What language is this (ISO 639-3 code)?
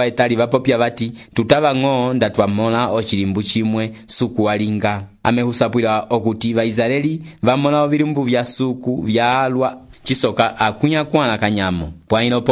umb